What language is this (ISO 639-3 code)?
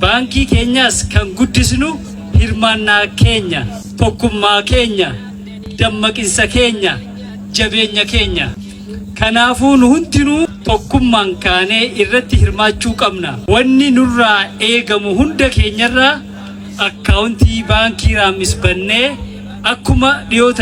orm